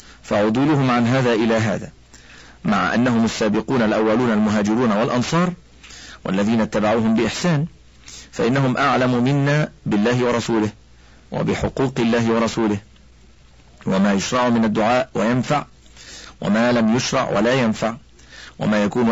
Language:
Arabic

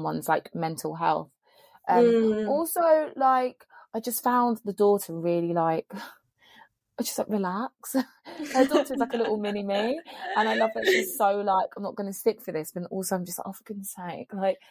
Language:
English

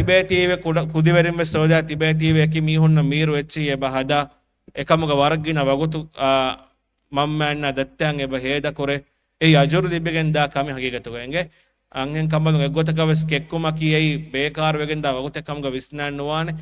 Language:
Divehi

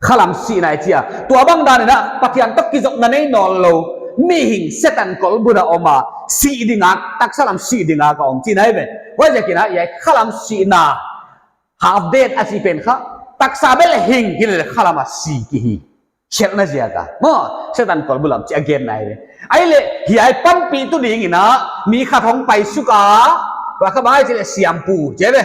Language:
Paite Chin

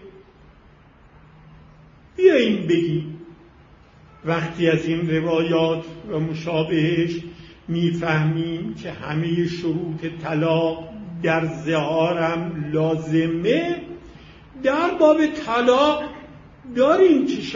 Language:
Persian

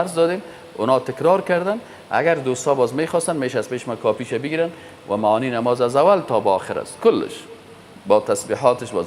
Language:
Persian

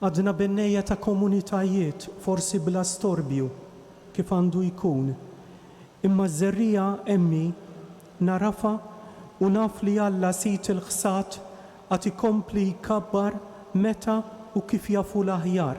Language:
Maltese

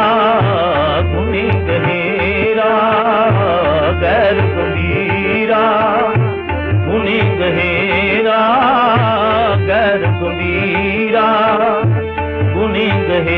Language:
Hindi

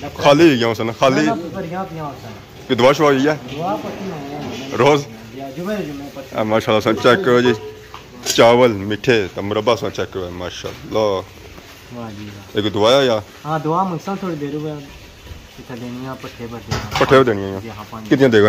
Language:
Pahari-Potwari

